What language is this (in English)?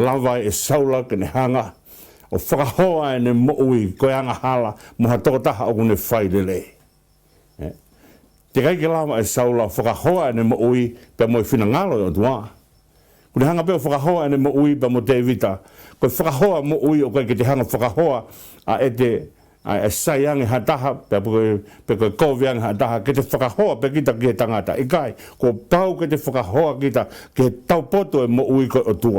Tongan